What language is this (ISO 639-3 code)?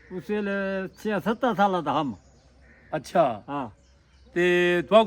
skr